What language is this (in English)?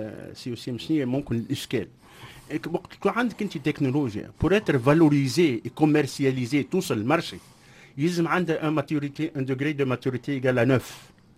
Tunisian Arabic